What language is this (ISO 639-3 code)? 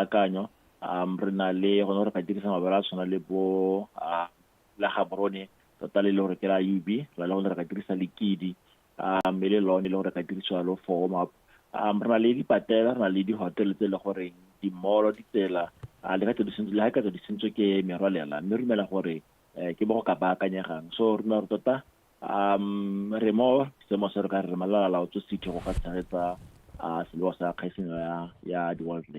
tsn